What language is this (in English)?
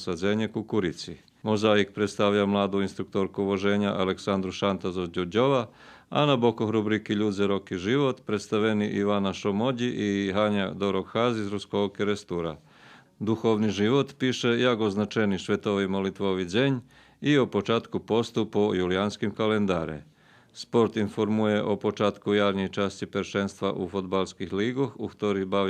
Rusyn